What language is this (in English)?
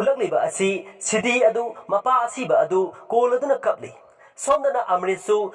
Manipuri